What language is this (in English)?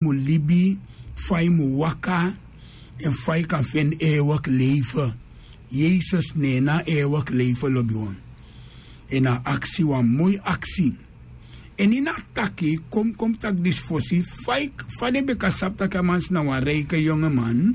Sranan Tongo